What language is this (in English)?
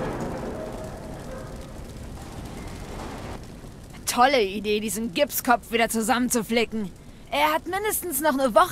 German